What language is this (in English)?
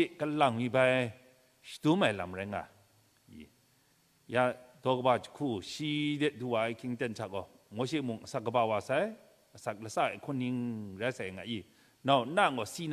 Kachin